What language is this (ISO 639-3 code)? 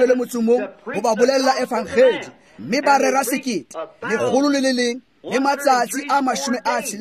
tsn